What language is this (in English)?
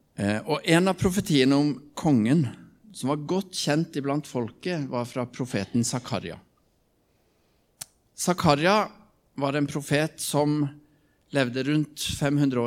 Norwegian